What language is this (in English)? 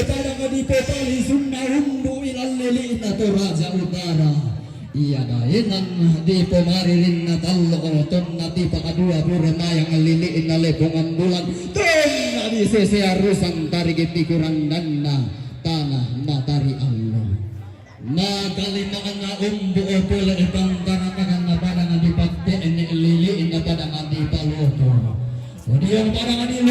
Toraja-Sa'dan